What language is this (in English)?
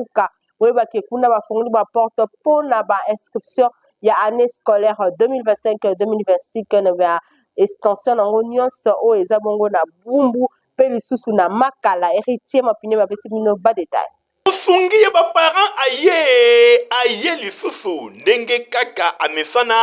Lingala